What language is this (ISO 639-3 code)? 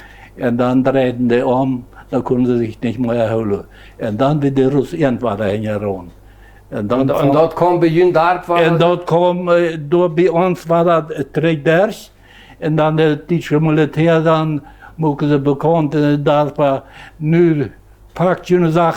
pdt